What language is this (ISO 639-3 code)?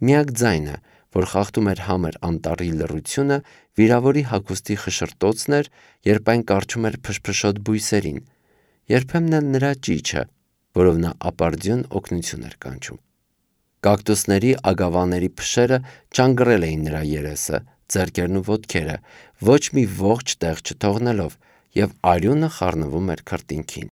hye